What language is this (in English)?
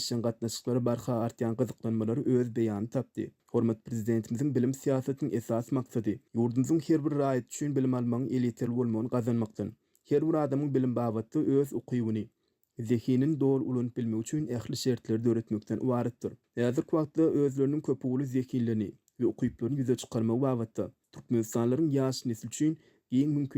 Turkmen